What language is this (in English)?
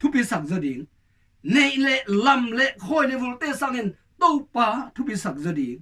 Tedim Chin